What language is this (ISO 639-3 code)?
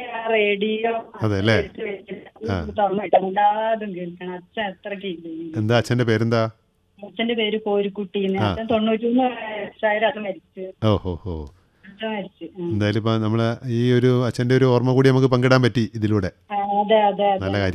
mal